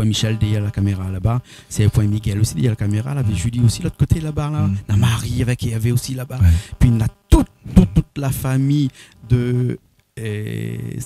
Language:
Réunion Creole French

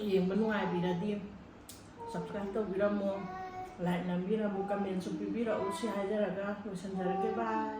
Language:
Manipuri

